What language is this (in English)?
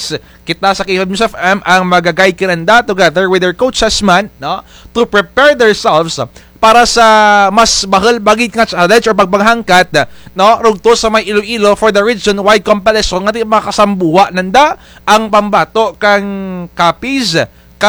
Kinaray-a